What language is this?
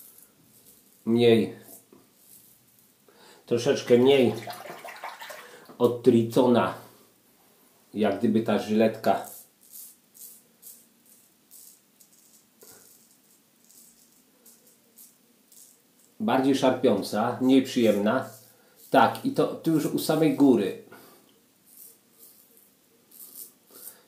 Polish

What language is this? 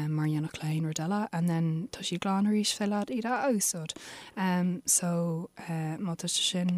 Irish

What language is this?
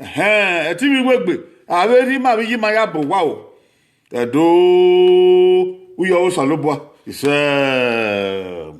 Bini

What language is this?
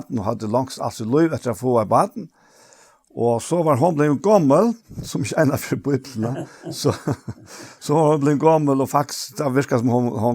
Faroese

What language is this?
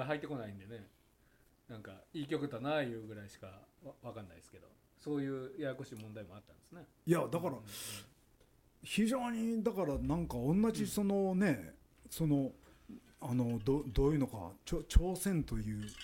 Japanese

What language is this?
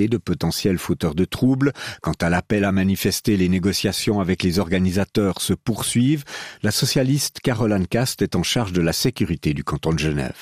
French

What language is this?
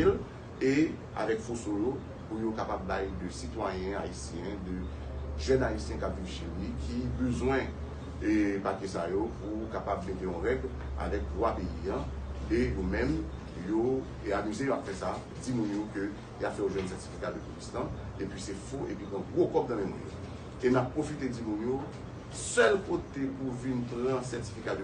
Haitian Creole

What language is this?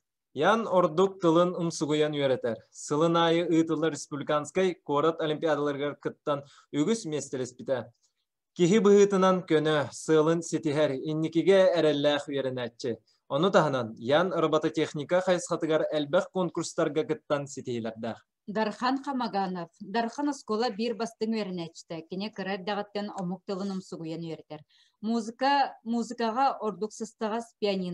Yakut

